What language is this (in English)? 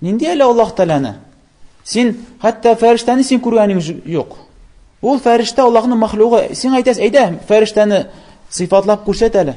Tatar